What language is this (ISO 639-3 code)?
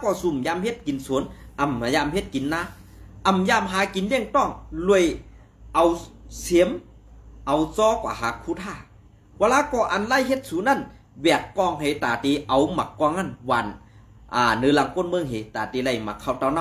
shn